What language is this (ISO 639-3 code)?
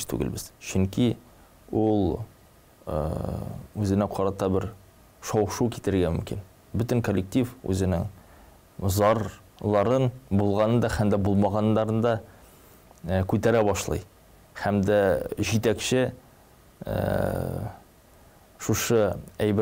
tat